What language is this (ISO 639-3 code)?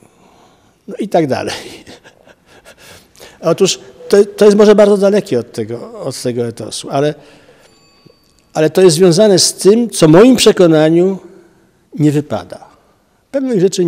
pol